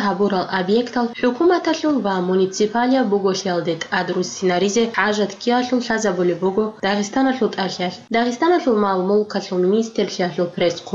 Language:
Avaric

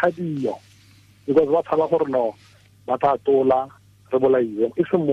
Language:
Tswana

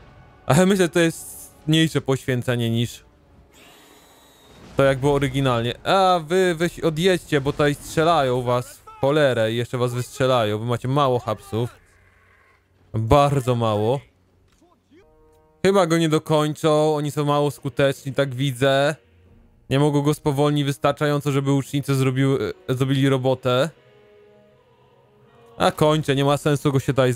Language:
Polish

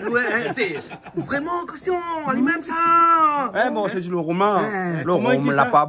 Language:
Réunion Creole French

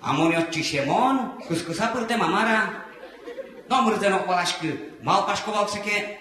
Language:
Udmurt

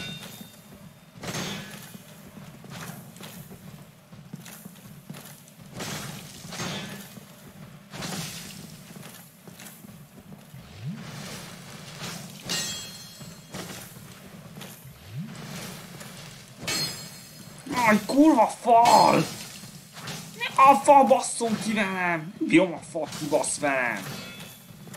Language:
Hungarian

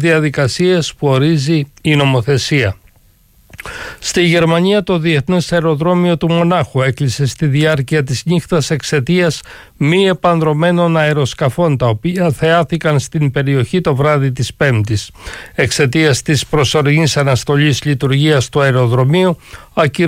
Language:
Greek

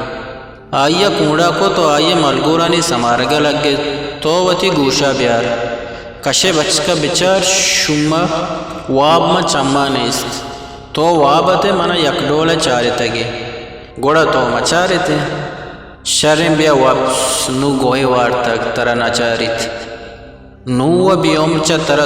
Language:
Eastern Balochi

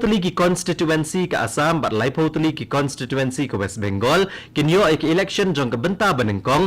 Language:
Khasi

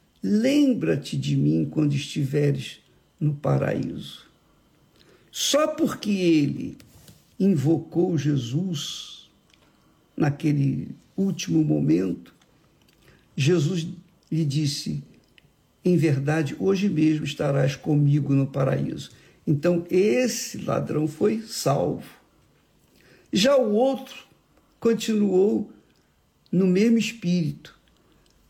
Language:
Portuguese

